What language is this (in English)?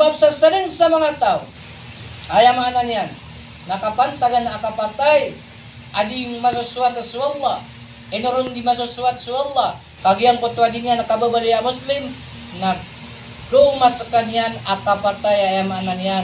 Maranao